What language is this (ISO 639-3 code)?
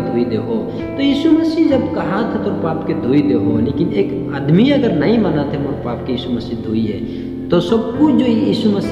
sck